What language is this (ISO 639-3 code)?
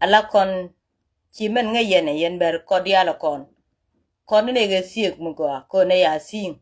nus